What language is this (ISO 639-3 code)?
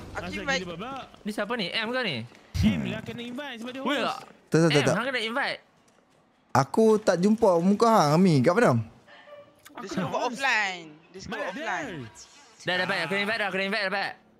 msa